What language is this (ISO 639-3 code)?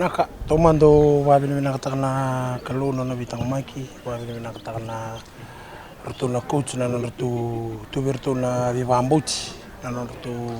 fij